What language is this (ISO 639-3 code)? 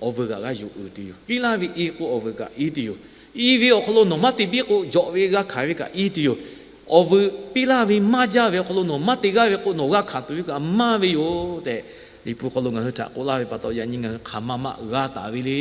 lhu